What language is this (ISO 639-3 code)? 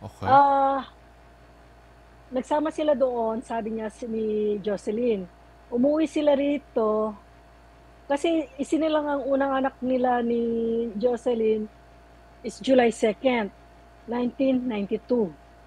fil